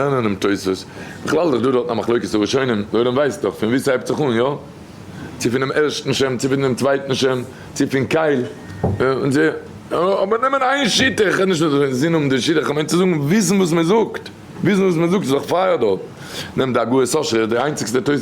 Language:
Yiddish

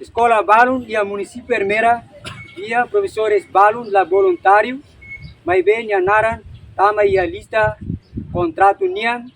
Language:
Tetum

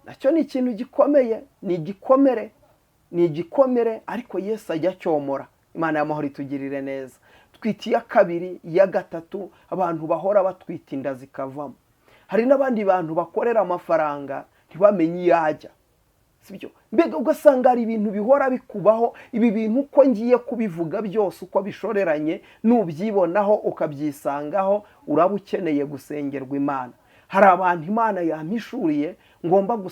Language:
Kinyarwanda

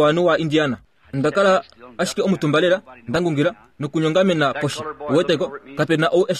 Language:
Kuanyama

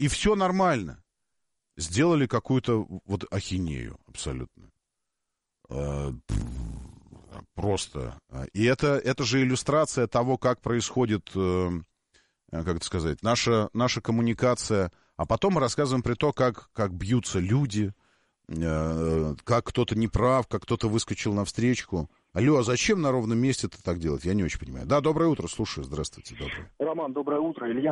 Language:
Russian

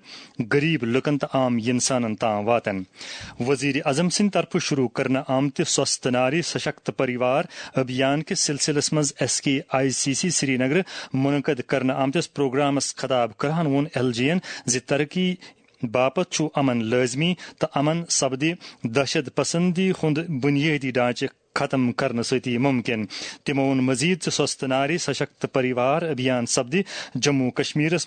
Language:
Kashmiri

